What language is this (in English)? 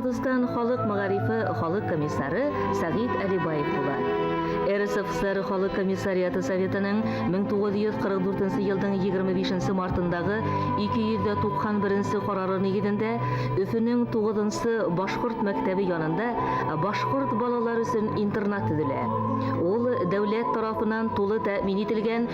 Bashkir